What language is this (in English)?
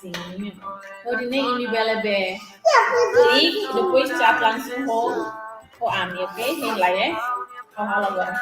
Tetum